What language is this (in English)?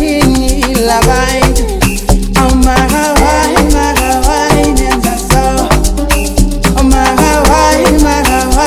Zulu